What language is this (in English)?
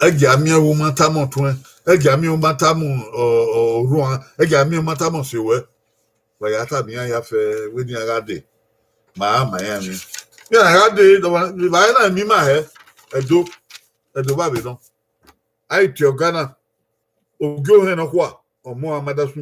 Bini